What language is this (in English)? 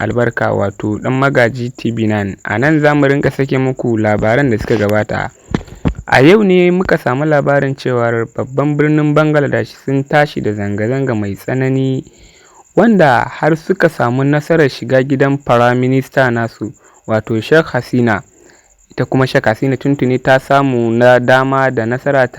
Hausa